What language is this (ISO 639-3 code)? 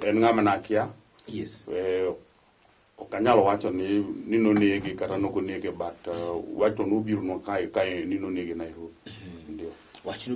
luo